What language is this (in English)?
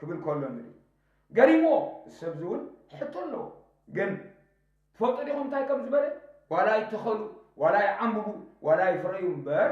Tigrinya